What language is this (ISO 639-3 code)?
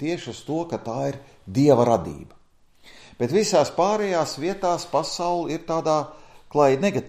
lav